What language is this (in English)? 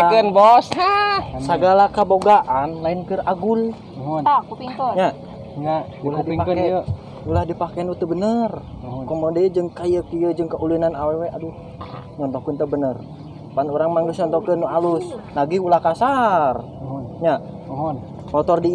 Sundanese